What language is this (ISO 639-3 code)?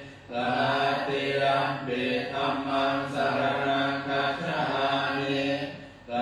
pli